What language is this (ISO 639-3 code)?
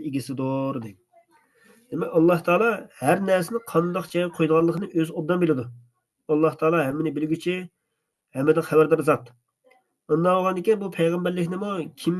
uig